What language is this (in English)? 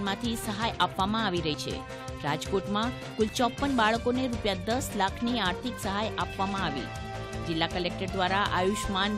Gujarati